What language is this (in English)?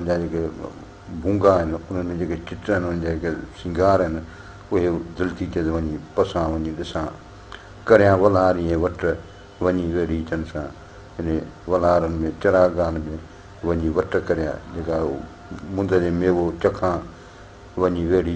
Sindhi